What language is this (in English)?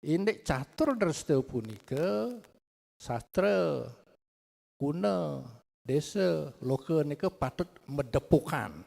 Balinese